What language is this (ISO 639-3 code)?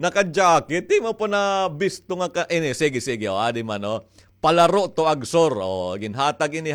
war